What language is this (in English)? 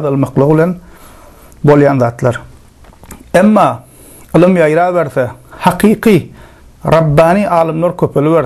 Turkmen